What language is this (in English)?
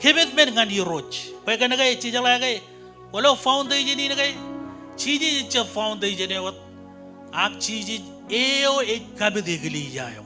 Marshallese